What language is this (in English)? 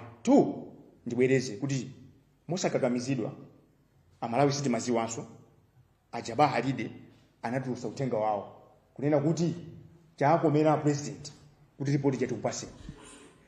Nyanja